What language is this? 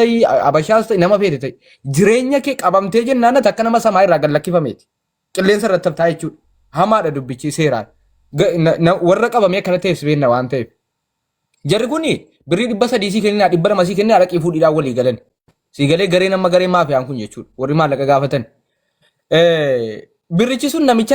Oromo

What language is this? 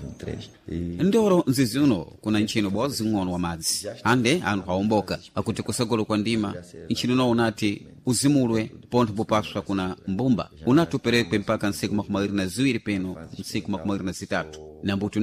Sena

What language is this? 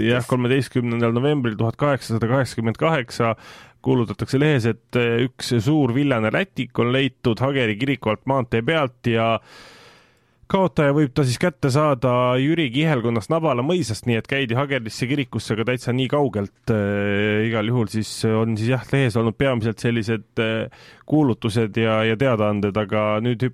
Estonian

